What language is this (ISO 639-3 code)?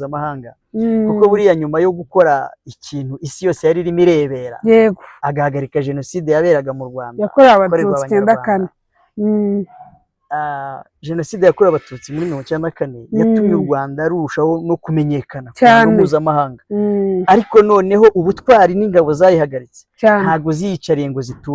kin